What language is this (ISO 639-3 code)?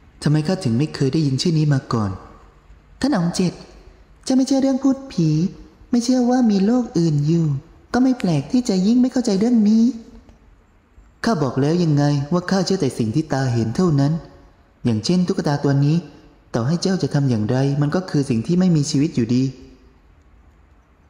tha